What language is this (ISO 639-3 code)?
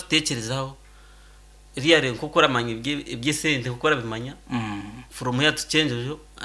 nyn